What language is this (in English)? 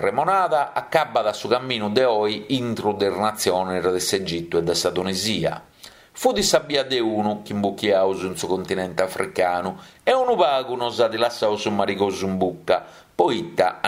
Sardinian